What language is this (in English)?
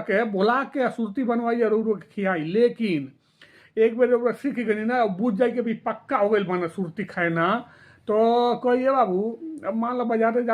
Bhojpuri